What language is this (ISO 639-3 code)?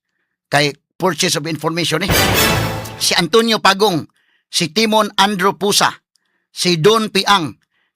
ceb